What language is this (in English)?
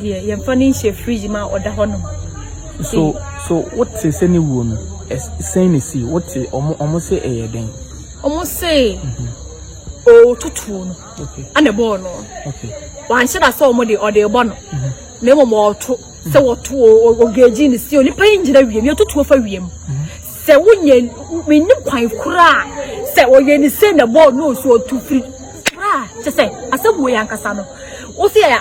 Akan